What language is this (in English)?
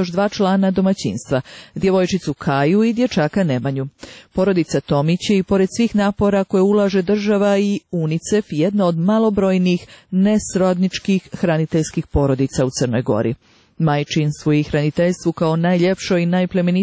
Serbian